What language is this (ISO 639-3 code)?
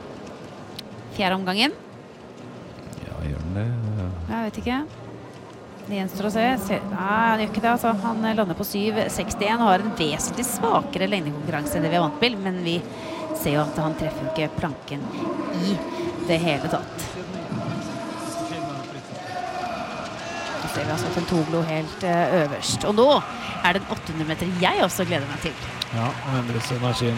nor